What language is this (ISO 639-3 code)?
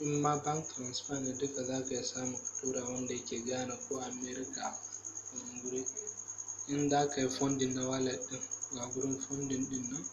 hau